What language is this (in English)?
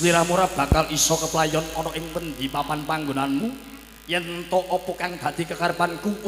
Javanese